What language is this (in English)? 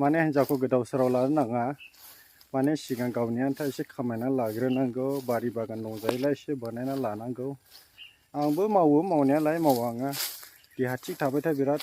Bodo